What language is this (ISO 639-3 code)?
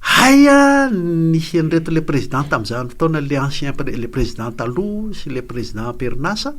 mlg